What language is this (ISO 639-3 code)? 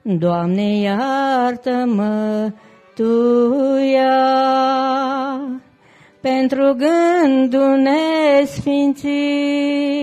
ron